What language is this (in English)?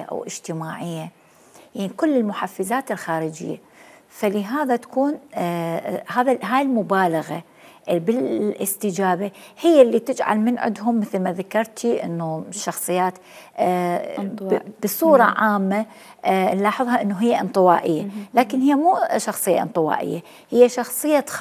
Mesopotamian Arabic